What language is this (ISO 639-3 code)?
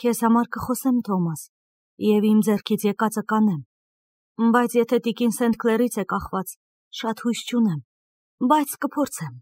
hye